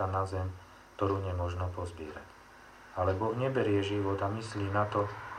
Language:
Slovak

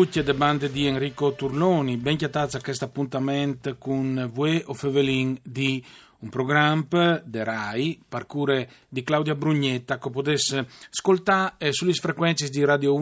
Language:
Friulian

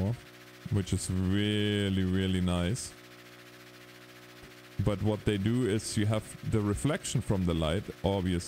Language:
English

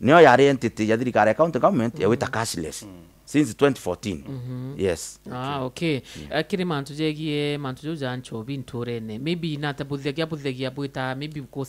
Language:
Meru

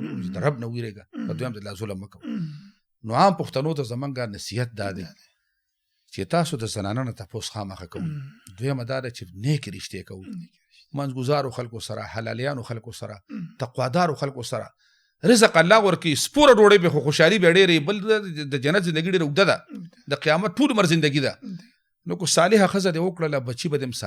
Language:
Pashto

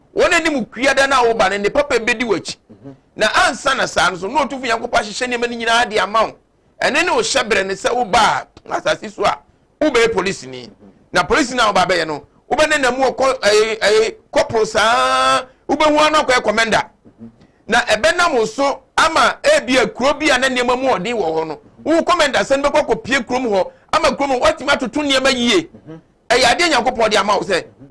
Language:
Akan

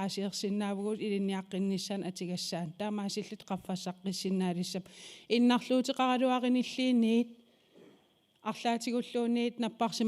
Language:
Kalaallisut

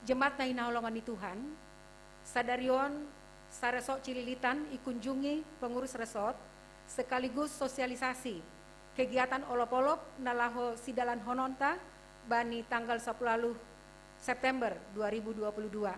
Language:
Batak Simalungun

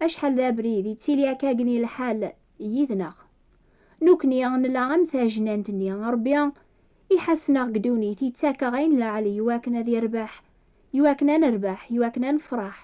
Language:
Kabyle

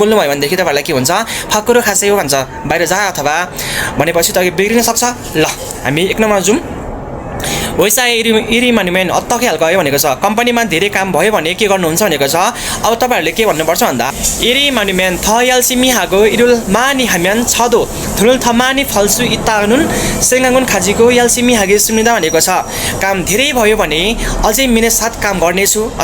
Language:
Nepali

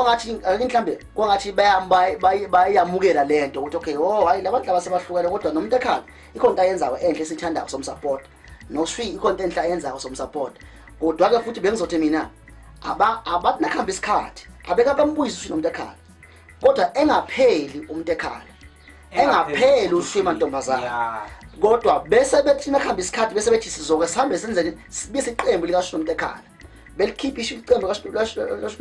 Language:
Zulu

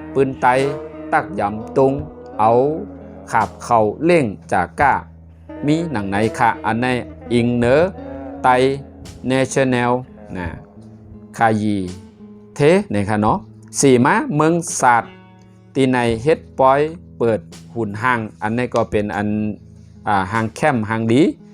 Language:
Shan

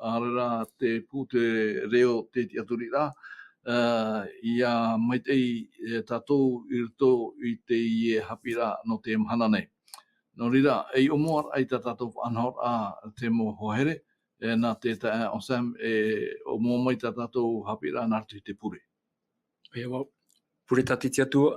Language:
Tahitian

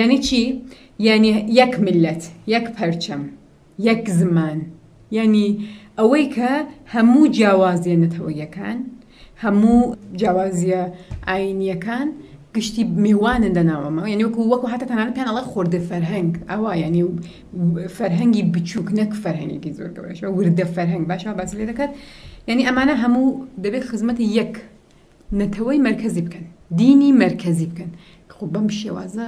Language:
Central Kurdish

